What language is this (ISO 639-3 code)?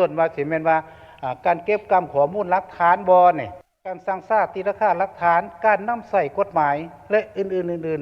lao